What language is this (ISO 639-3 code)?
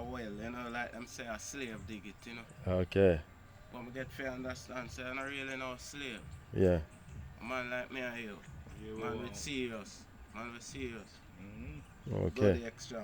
jam